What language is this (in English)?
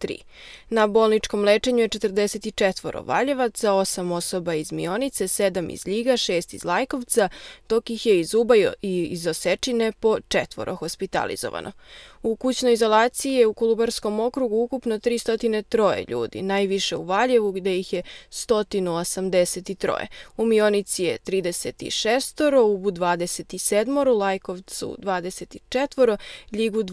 Serbian